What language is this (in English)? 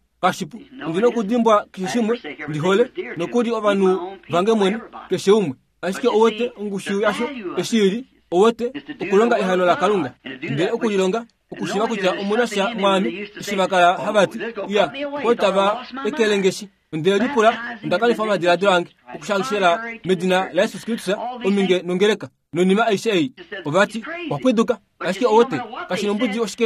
Kuanyama